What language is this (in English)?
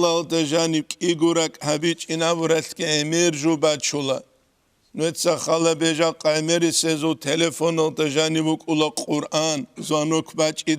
Avaric